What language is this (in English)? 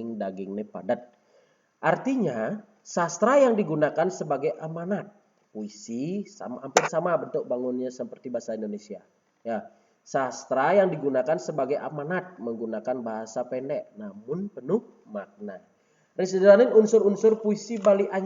Balinese